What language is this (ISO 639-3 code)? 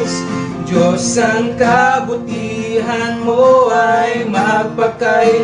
ilo